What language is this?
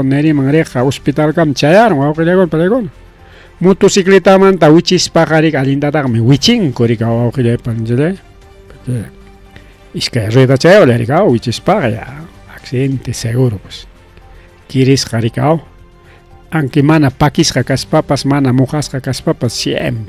Ayacucho Quechua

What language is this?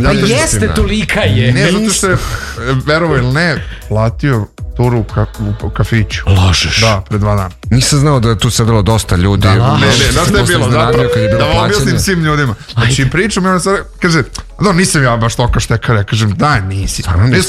Serbian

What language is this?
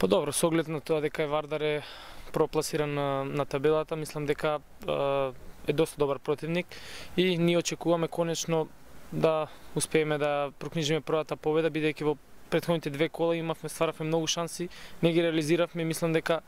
Macedonian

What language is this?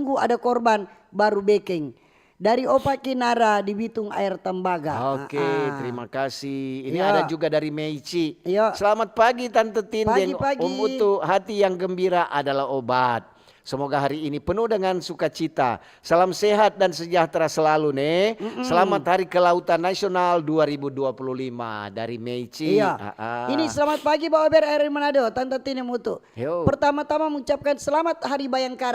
Manado Malay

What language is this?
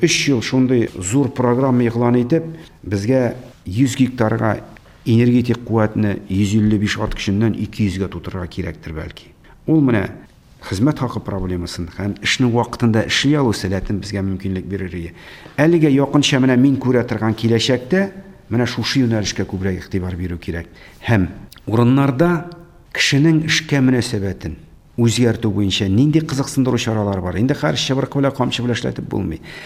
Tatar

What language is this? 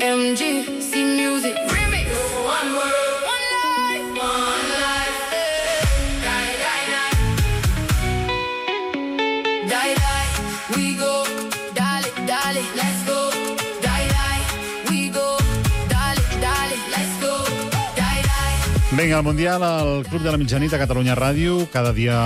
Catalan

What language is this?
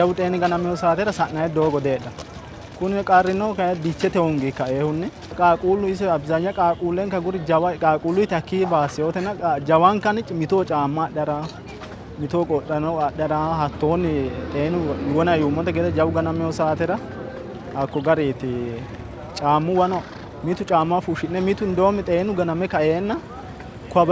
Sidamo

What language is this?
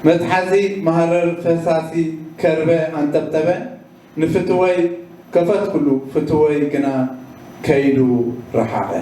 Tigrinya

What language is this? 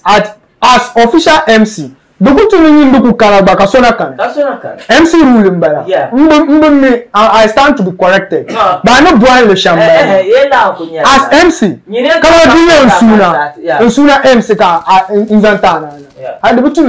Dagbani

